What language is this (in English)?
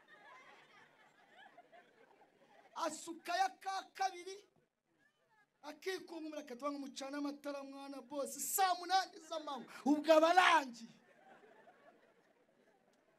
Kinyarwanda